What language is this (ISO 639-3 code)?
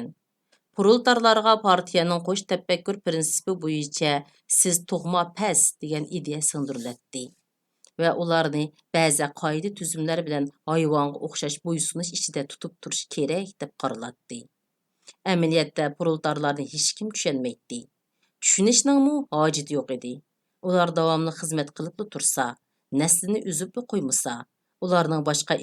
uig